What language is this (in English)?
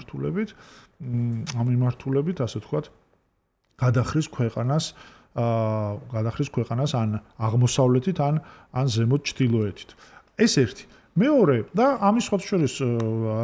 Georgian